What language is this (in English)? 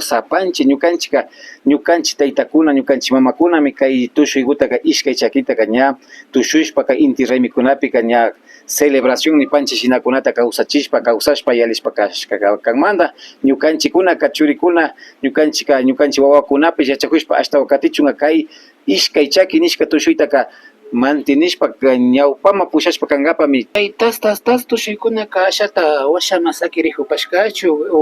Imbabura Highland Quichua